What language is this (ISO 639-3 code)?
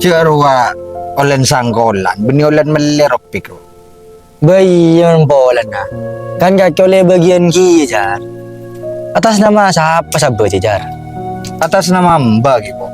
mad